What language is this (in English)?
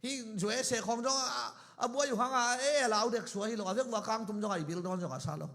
Tedim Chin